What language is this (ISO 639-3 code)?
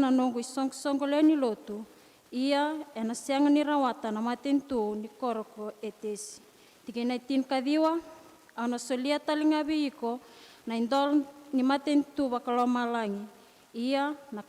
fij